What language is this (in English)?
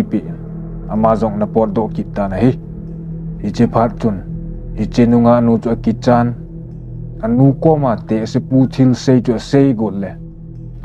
Thado Chin